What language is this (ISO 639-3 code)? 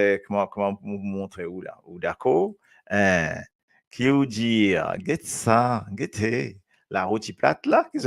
mfe